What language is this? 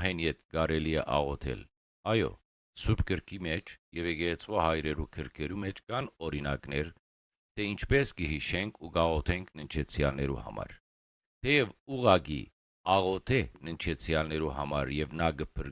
Western Armenian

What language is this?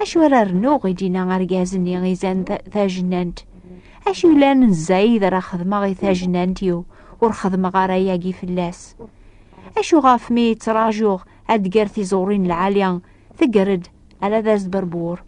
Kabyle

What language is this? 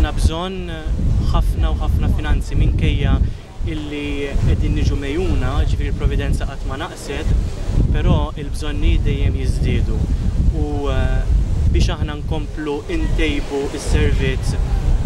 Maltese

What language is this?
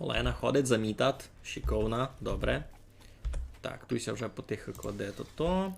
Rusyn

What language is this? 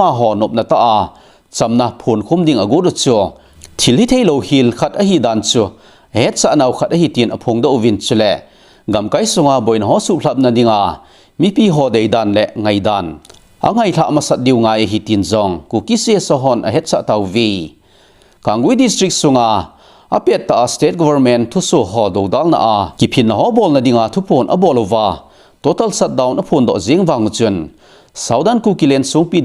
Thado Chin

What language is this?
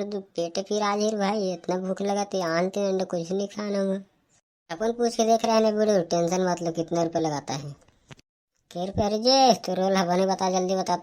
Chhattisgarhi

